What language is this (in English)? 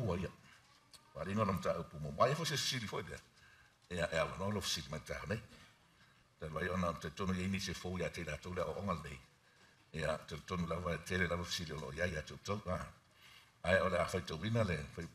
Samoan